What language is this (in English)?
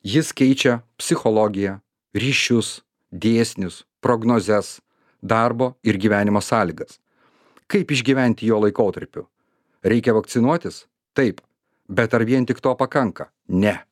Lithuanian